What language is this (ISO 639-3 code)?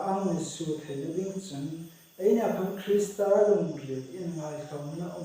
hmr